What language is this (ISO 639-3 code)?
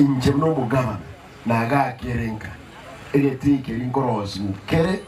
guz